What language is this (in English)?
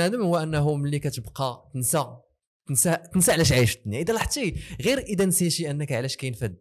Moroccan Arabic